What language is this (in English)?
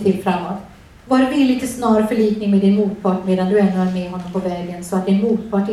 Swedish